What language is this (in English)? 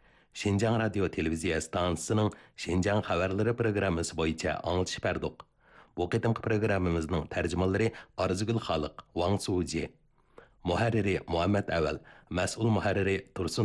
Uyghur